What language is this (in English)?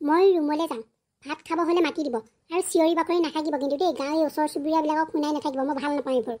Assamese